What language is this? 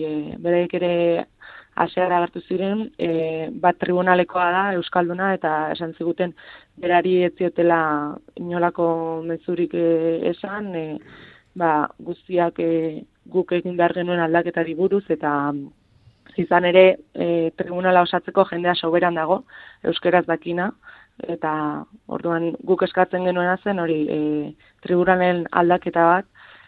Basque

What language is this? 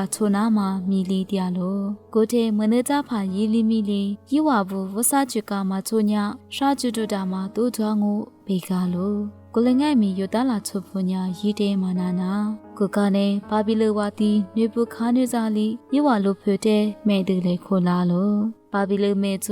Lisu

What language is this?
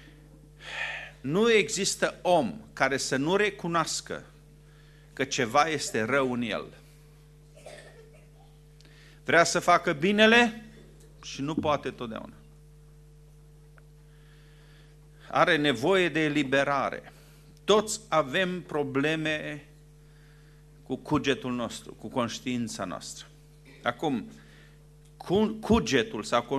Romanian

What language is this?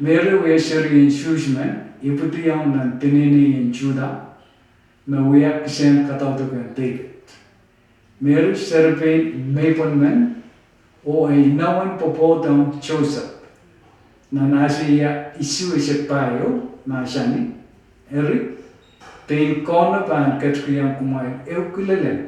Pohnpeian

